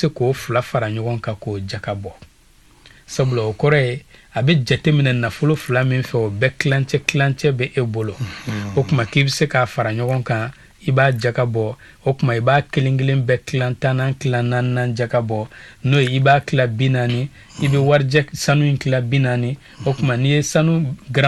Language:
Bambara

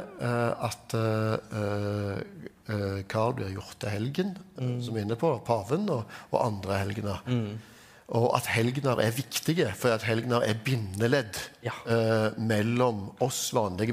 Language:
Norwegian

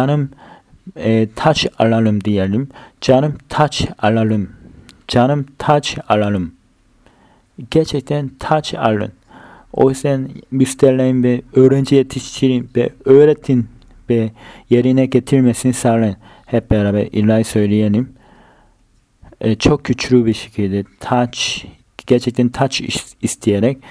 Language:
Turkish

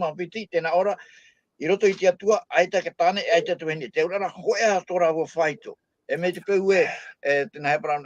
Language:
Tahitian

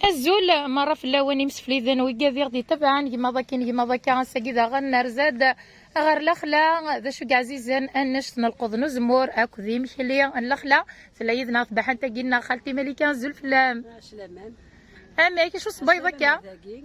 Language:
Kabyle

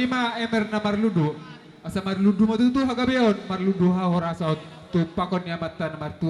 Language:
Batak Toba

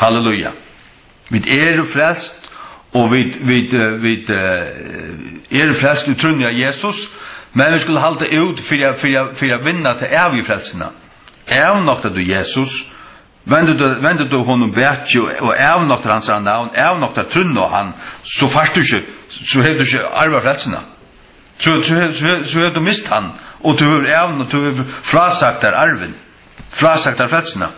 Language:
Faroese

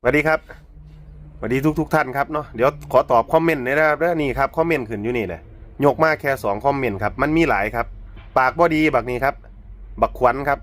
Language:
Northeastern Thai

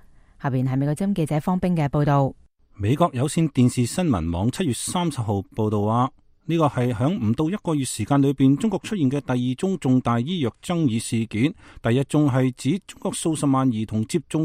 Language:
Cantonese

